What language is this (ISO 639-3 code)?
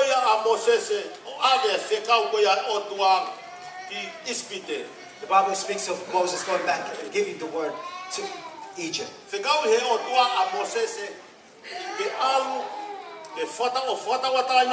ton